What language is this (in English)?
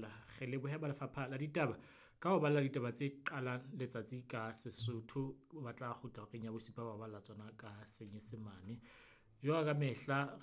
Southern Sotho